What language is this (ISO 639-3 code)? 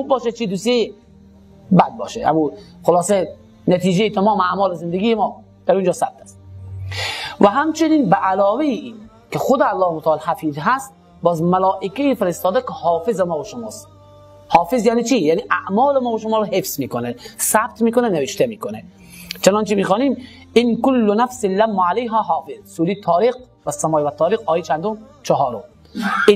fas